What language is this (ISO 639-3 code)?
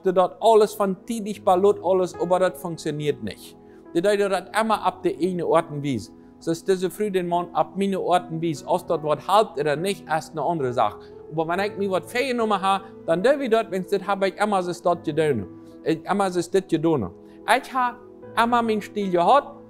pdt